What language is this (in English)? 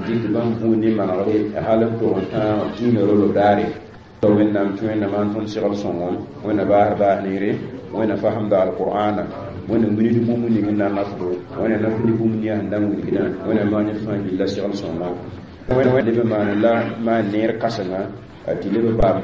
Mossi